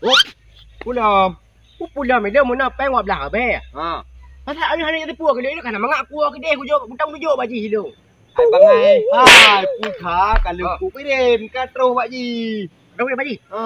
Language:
Achinese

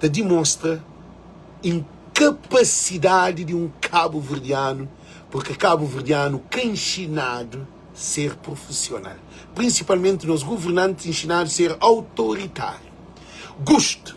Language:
Kabuverdianu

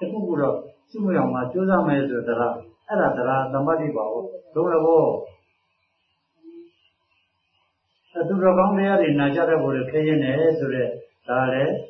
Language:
Burmese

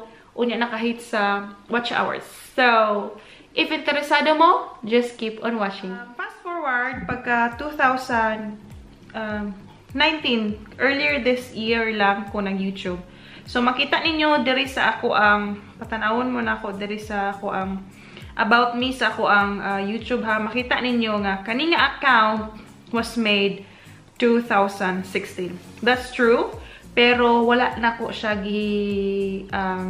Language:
Cebuano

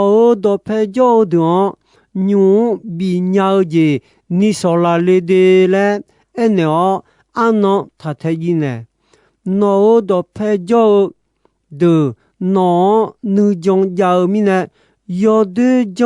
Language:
Akha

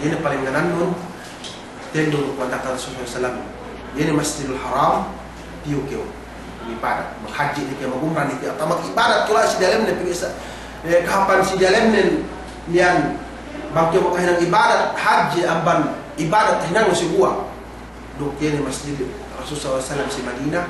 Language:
Yakan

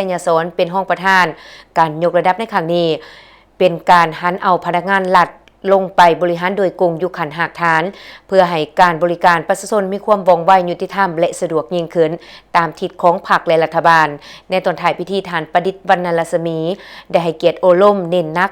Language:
Lao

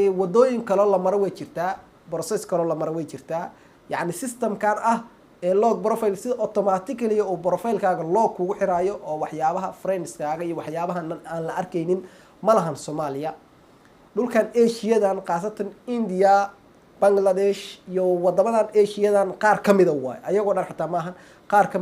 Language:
Somali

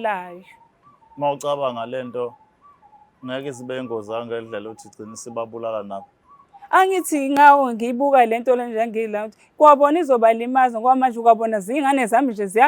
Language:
Zulu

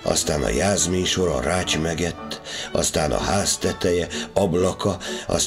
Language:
Hungarian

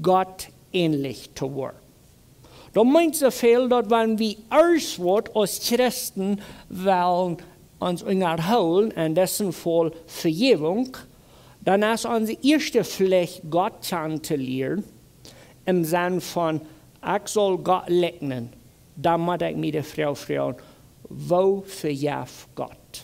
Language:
Plautdietsch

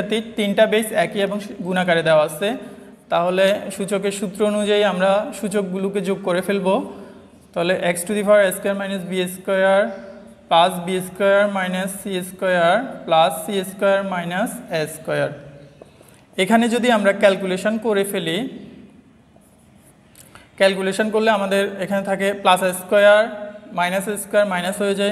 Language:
Bangla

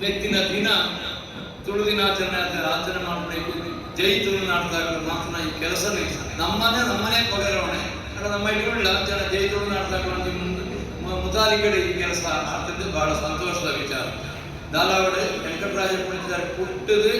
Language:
Tulu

